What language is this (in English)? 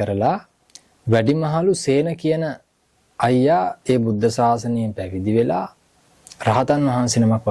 Sinhala